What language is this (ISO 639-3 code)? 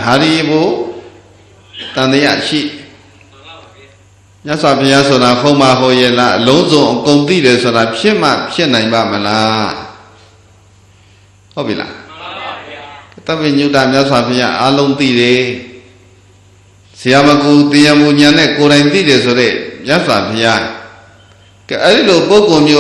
mya